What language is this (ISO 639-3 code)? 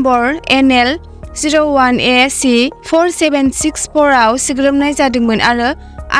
brx